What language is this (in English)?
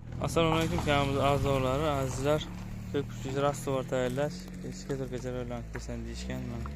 Uzbek